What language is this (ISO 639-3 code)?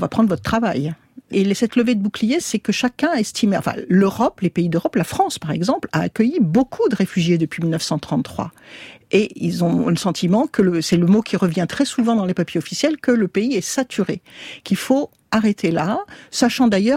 fra